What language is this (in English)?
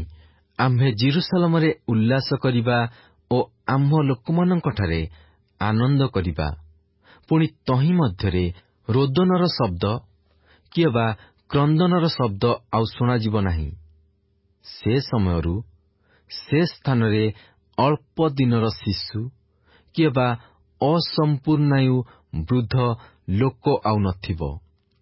Odia